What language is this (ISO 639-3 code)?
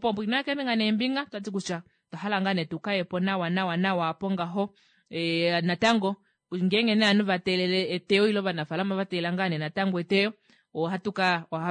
kua